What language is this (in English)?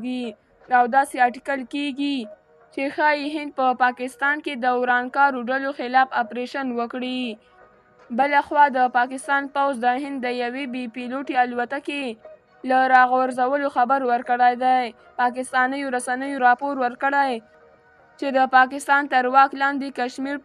Pashto